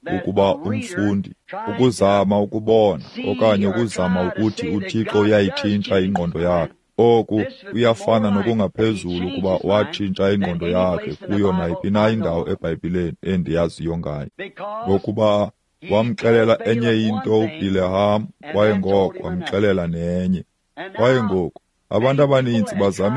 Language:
Xhosa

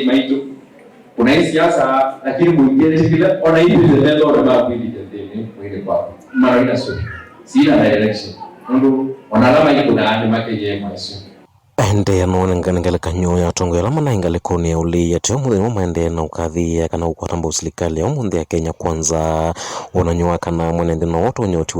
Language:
Kamba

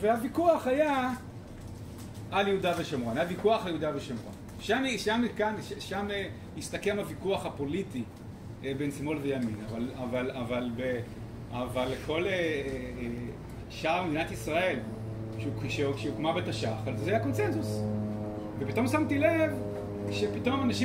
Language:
Hebrew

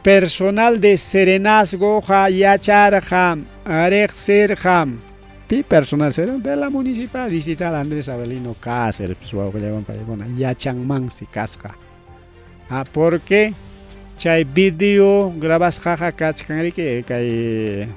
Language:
Ayacucho Quechua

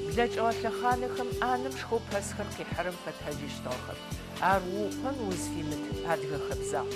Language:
Adyghe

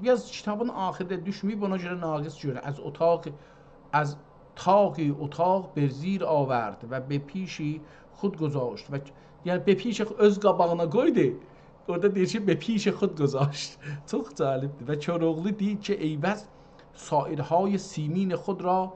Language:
South Azerbaijani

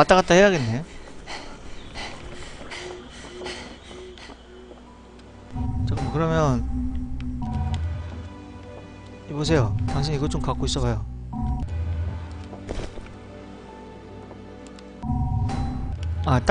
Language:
Korean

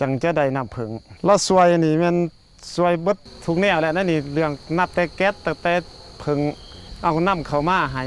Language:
Lao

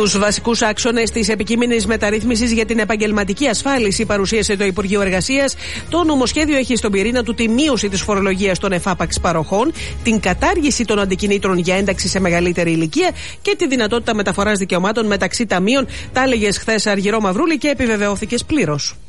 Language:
Greek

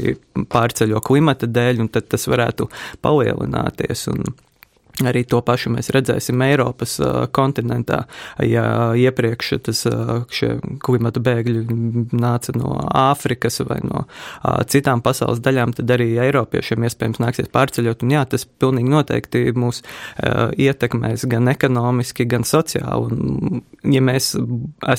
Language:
Latvian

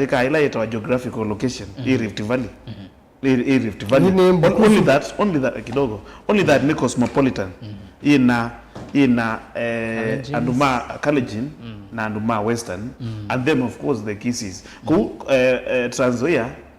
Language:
Kamba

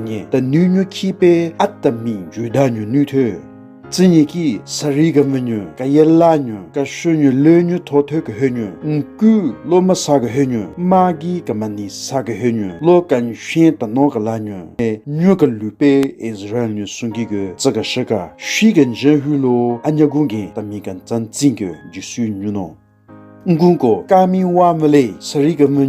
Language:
Southern Rengma Naga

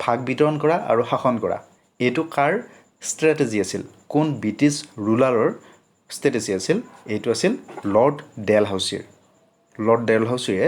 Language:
Assamese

